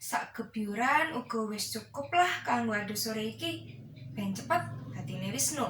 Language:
Javanese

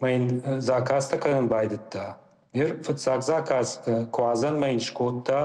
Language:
Ossetic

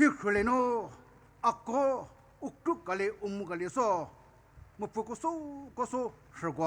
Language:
Poumei Naga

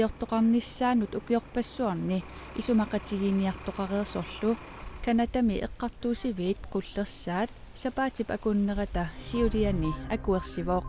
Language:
Kalaallisut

